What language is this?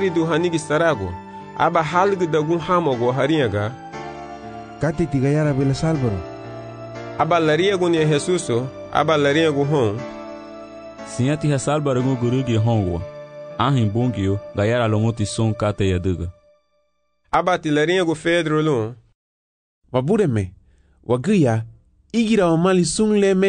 Garifuna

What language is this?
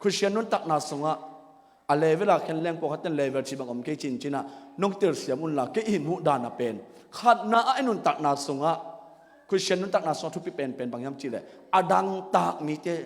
Tedim Chin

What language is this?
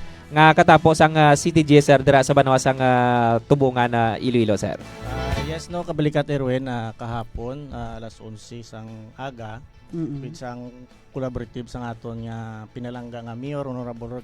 Hiligaynon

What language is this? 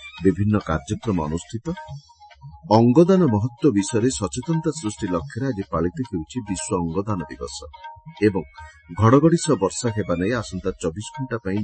Odia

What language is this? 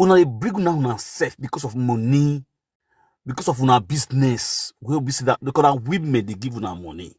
Nigerian Pidgin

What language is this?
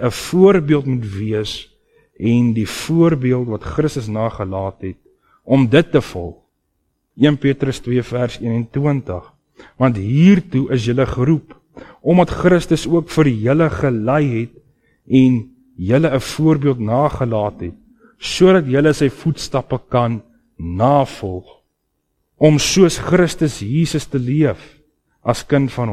Afrikaans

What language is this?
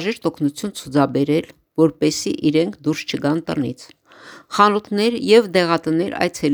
Armenian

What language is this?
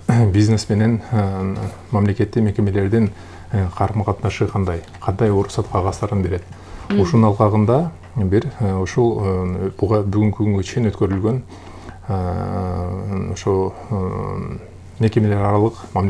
Kyrgyz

